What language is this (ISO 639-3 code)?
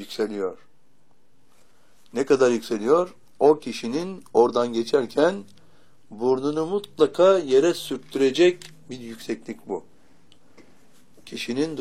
tur